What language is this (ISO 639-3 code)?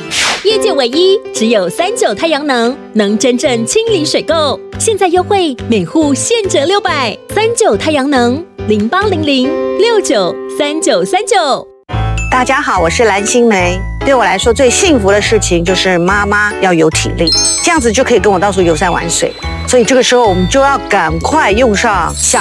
zho